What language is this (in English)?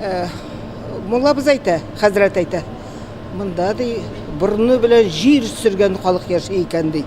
Tatar